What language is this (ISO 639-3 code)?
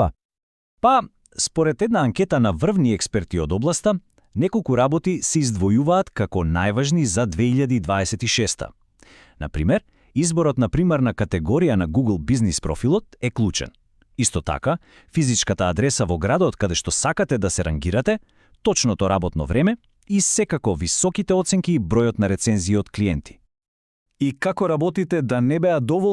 mkd